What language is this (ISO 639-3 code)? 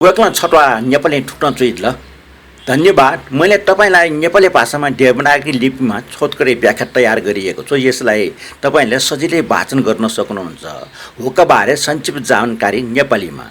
new